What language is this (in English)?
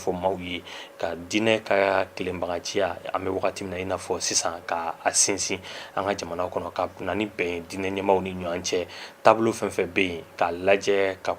Bambara